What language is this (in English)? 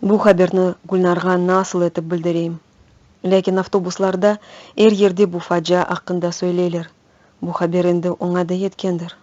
Crimean Tatar